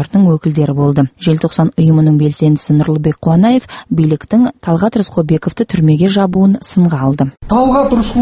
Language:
Kazakh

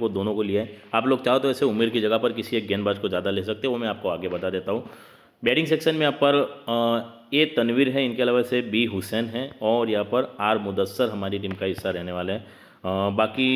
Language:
Hindi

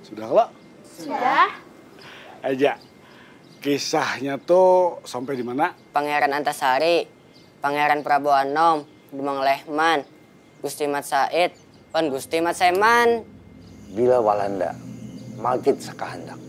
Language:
Banjar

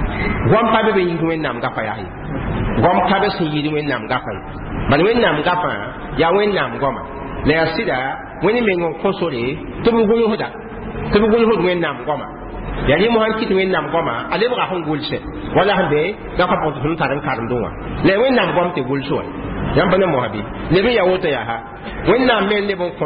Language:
Mossi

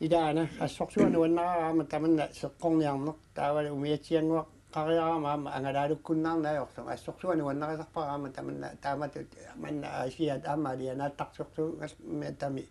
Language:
Kalaallisut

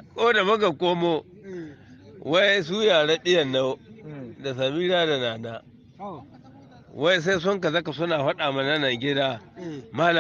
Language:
Hausa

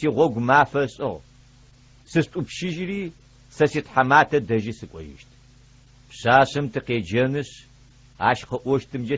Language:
Adyghe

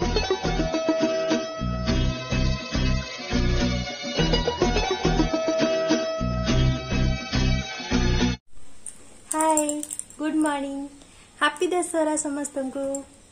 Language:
Odia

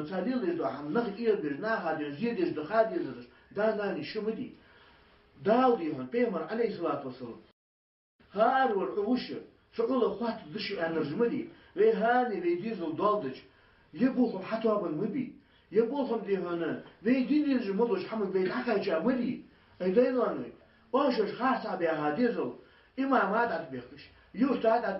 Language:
Ingush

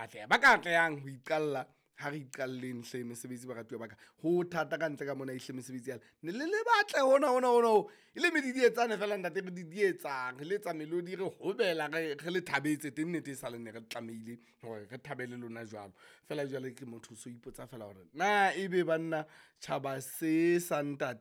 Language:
Southern Sotho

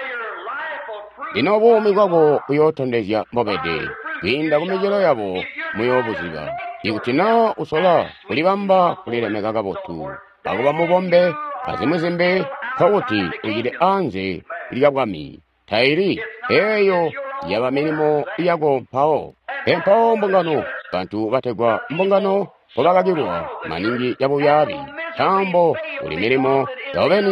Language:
Tonga (Zambia)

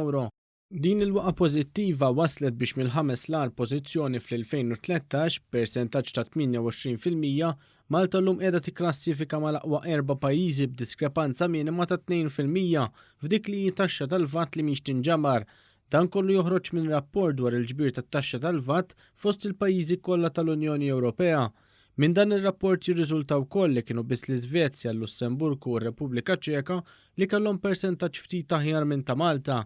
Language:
Maltese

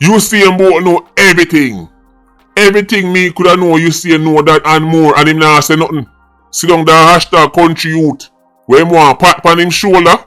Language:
Jamaican Creole English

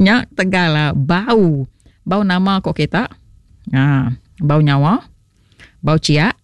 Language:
Iban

